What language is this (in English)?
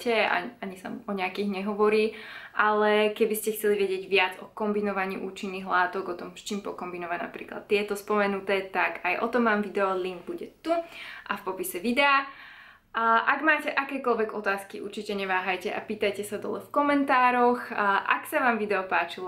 Slovak